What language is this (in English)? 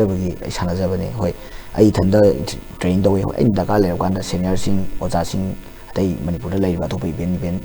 Manipuri